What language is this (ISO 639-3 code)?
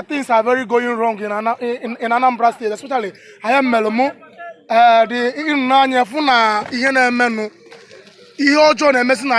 ibo